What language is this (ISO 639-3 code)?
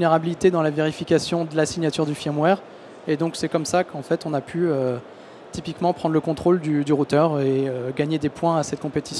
fra